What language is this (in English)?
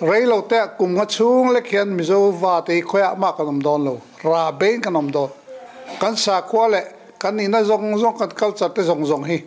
Mizo